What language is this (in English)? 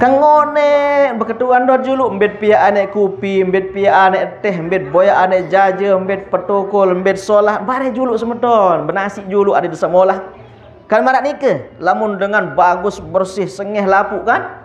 Sasak